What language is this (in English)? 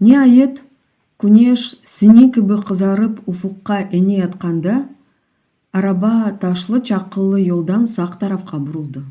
Crimean Tatar